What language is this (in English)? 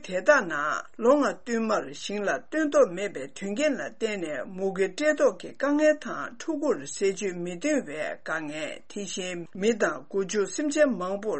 Tibetan